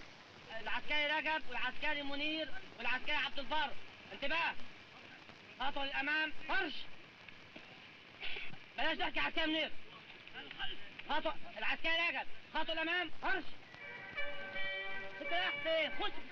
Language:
Egyptian Arabic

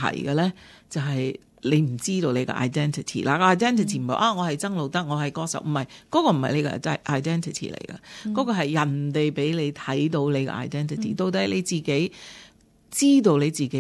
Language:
Cantonese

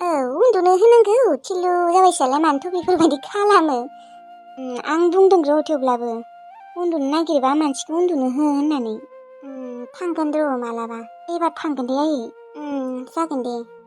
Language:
Bodo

